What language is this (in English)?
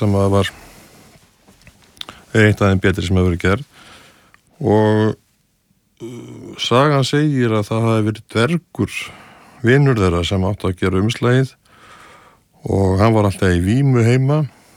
Icelandic